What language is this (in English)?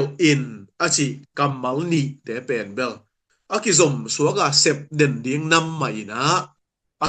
Tedim Chin